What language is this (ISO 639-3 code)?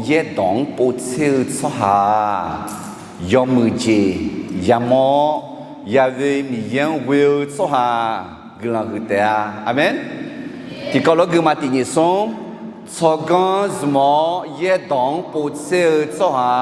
ahk